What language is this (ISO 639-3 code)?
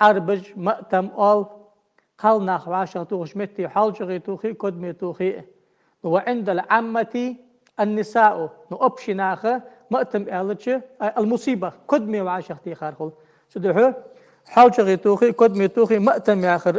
inh